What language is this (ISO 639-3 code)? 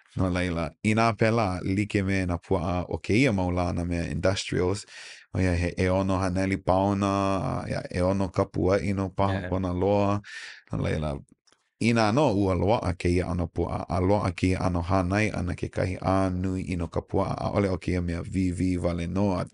haw